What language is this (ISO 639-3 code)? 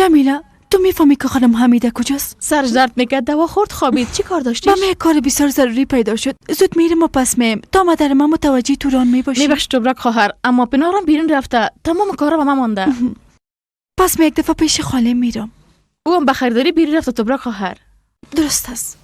fas